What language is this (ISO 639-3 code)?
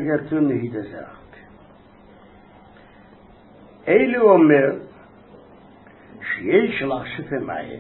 heb